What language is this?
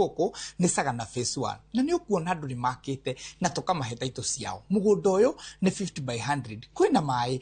Kikuyu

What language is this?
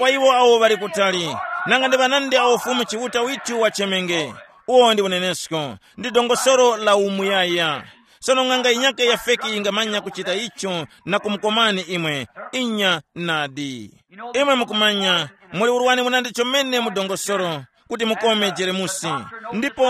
Tumbuka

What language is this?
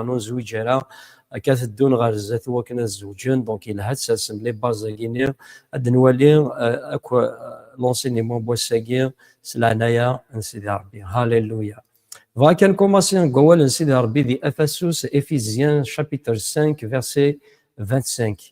Kabyle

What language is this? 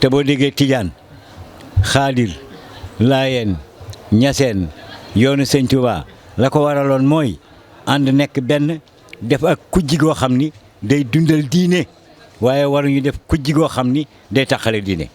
Wolof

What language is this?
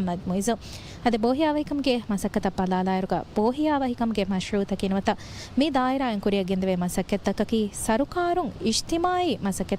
Divehi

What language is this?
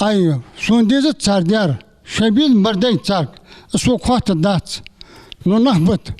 Ingush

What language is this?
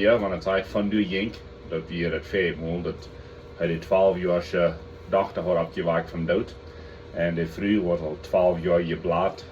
Plautdietsch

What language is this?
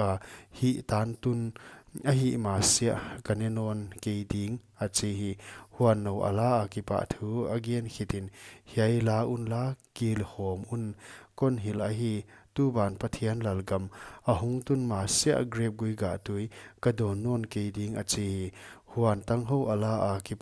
Paite Chin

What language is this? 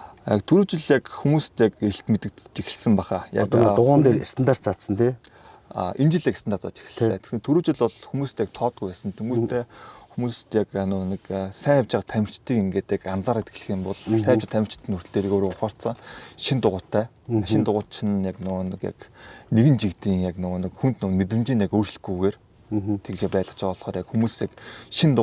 Mongolian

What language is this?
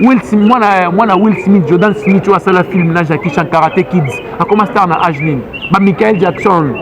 Lingala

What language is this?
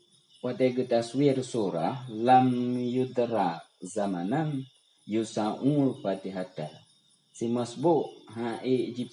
Achinese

